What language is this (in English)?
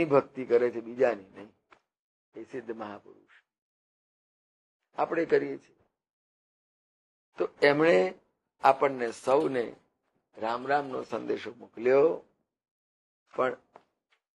Gujarati